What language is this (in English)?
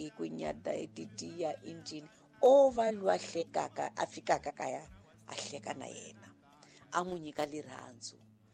Tsonga